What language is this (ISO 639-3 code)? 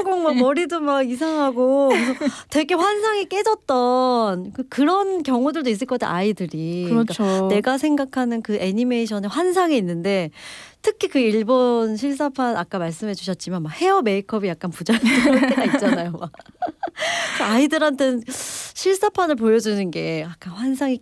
kor